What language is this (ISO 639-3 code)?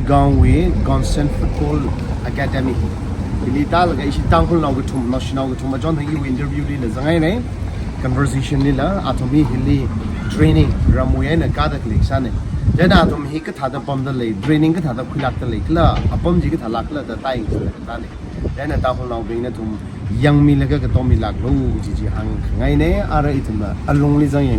nmf